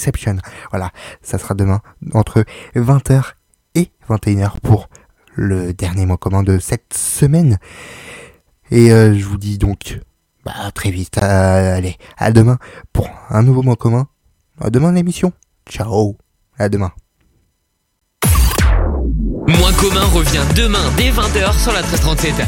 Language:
French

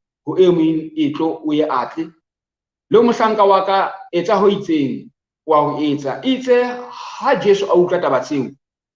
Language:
Southern Sotho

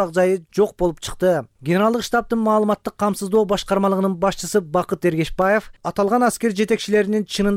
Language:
Kyrgyz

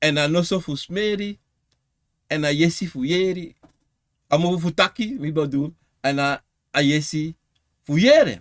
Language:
Sranan Tongo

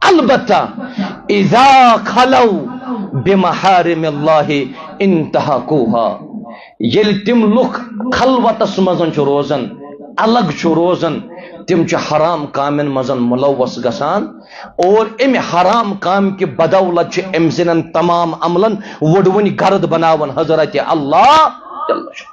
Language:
Kashmiri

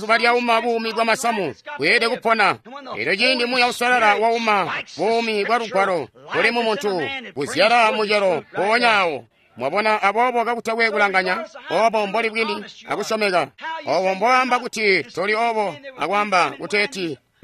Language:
Tonga (Zambia)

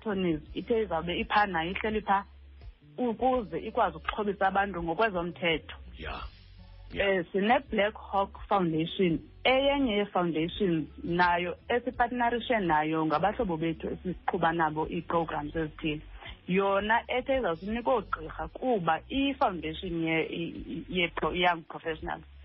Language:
Xhosa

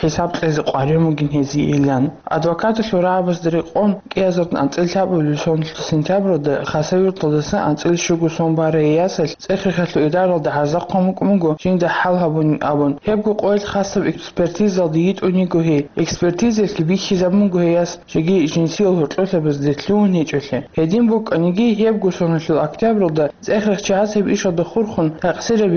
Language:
Avaric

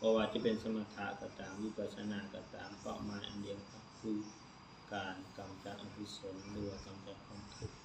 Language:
Lao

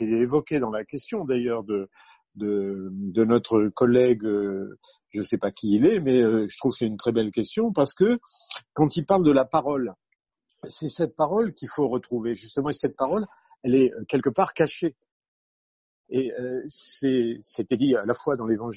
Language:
French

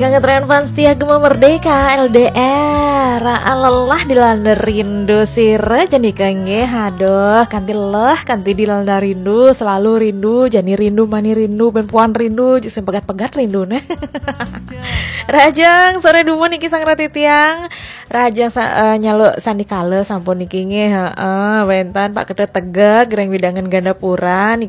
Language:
Balinese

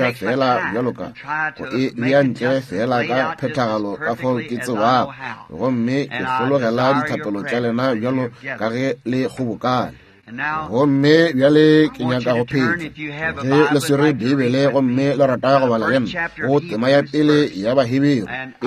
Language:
Northern Sotho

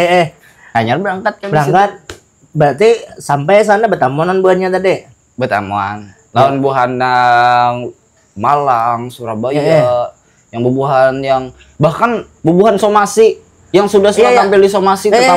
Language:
Banjar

